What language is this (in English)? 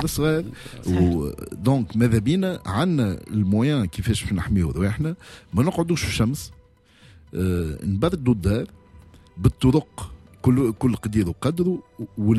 Tunisian Arabic